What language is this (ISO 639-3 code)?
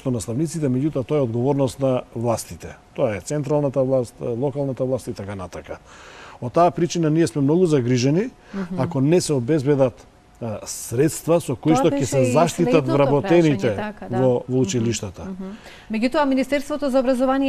mkd